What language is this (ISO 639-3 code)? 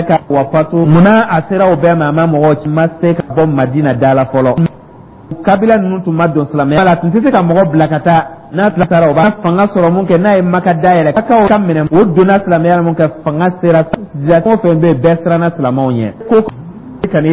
dyu